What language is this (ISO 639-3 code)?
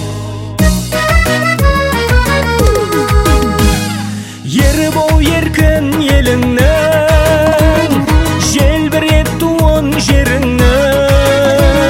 kaz